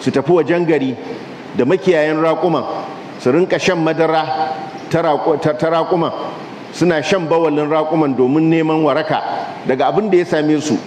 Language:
Hausa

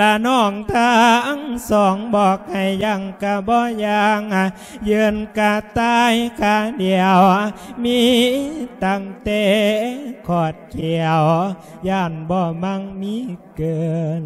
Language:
Lao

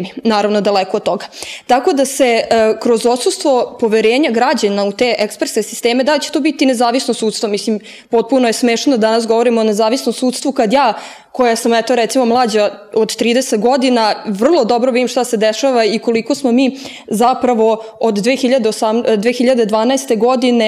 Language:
Serbian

